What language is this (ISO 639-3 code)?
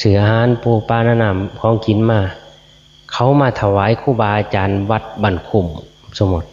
tts